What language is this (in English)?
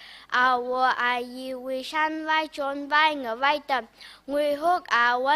Tangkhul Naga (India)